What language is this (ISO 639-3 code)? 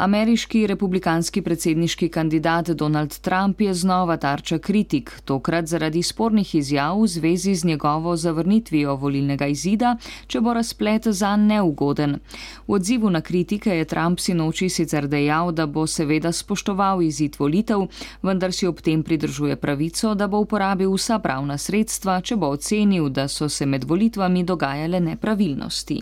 slv